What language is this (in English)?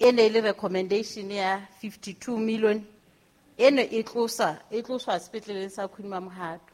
Southern Sotho